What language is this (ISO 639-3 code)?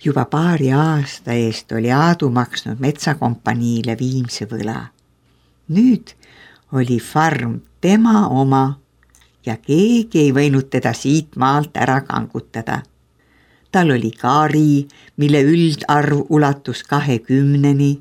est